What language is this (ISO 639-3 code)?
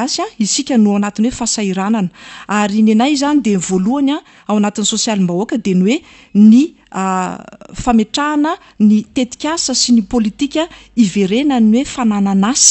mlg